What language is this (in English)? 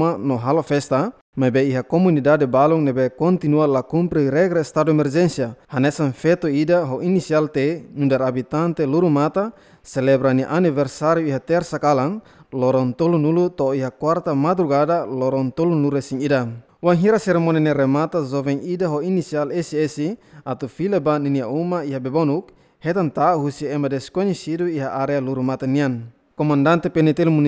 Tetum